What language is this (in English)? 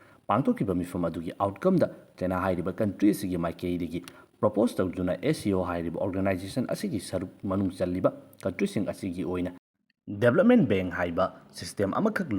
Manipuri